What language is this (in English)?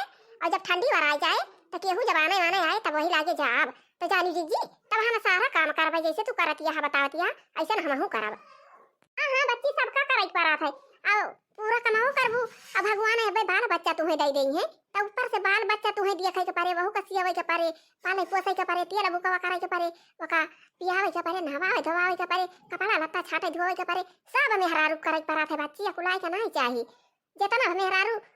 Awadhi